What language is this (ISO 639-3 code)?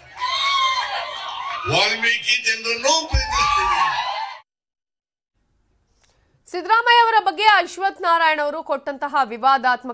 kan